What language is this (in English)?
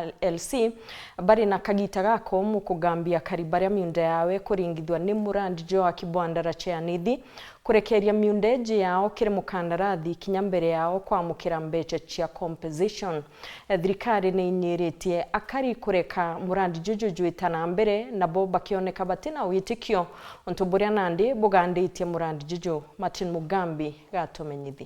Meru